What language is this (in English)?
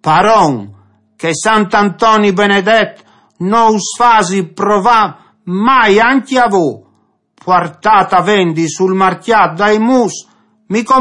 Friulian